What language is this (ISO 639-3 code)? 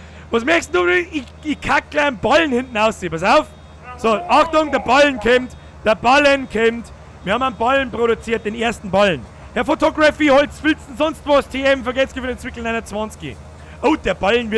bar